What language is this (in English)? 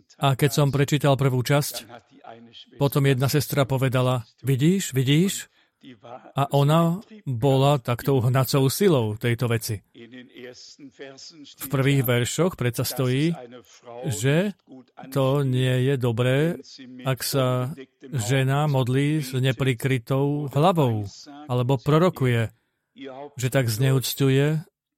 Slovak